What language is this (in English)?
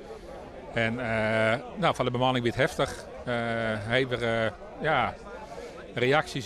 Western Frisian